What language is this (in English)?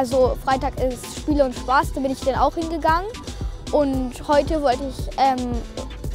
German